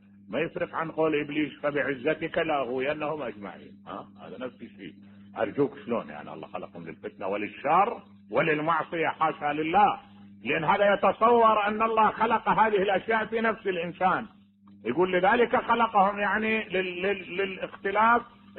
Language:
Mesopotamian Arabic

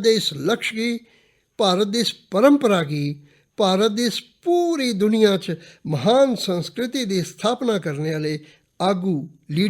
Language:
Dogri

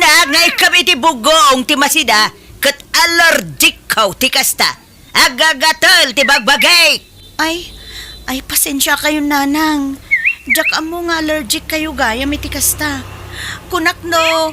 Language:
Iloko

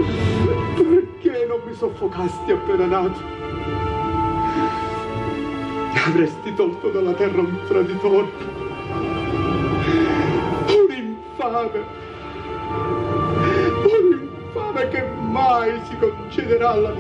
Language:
Italian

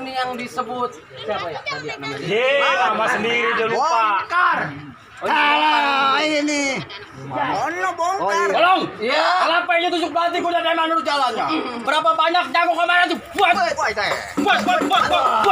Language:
Betawi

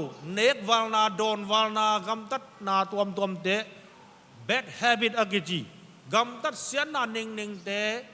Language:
Tedim Chin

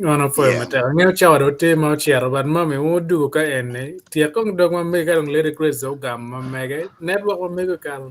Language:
Acoli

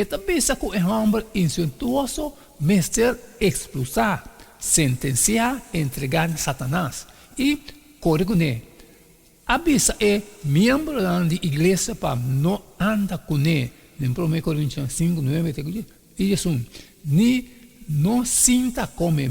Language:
Papiamento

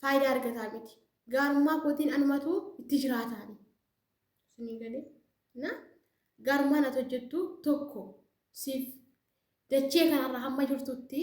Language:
Oromo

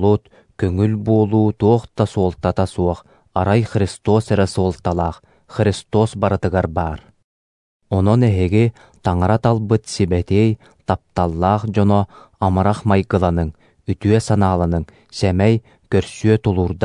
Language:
Yakut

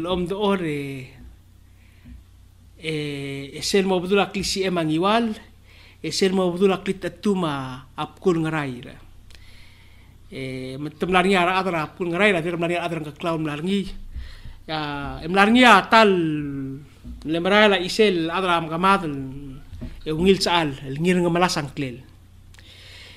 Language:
Palauan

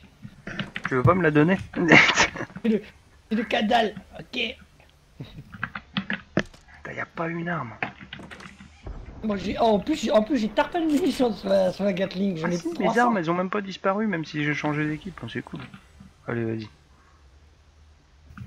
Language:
French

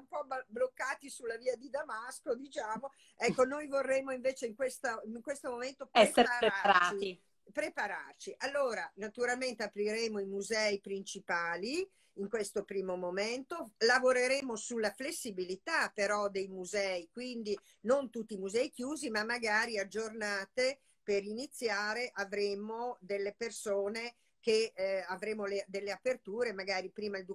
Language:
Italian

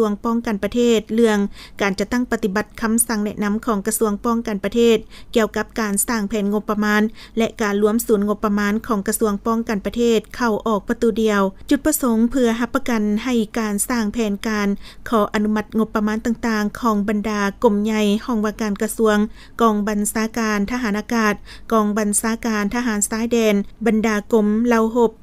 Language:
Lao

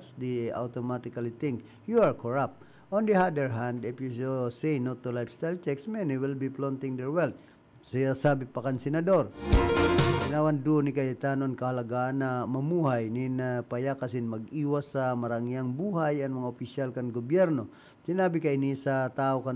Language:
Bikol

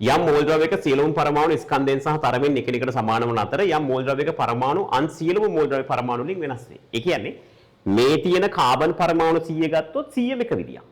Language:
Sinhala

